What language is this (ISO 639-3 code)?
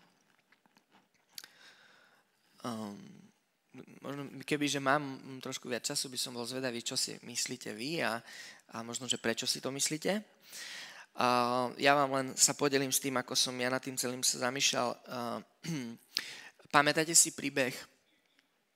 slk